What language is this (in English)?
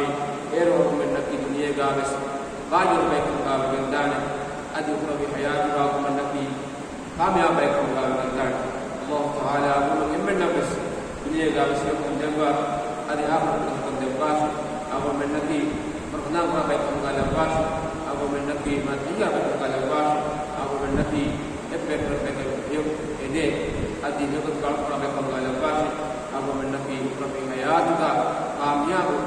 Divehi